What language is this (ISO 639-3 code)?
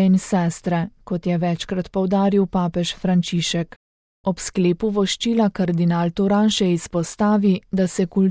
slv